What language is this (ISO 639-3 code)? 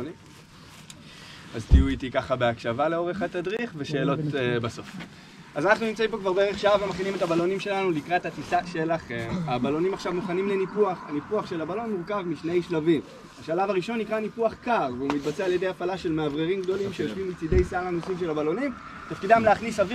heb